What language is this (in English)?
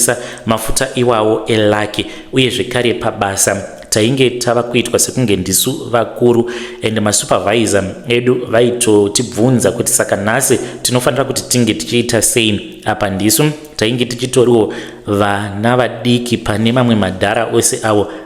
Shona